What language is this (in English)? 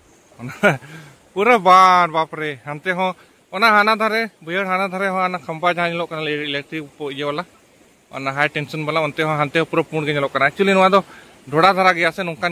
Santali